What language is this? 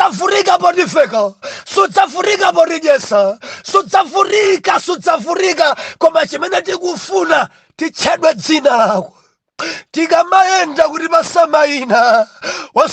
Nyanja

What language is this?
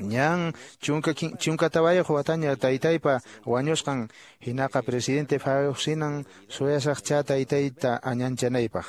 Quechua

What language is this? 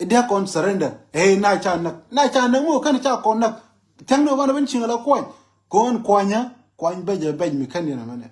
Nuer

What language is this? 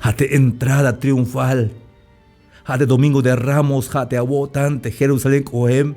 Tzeltal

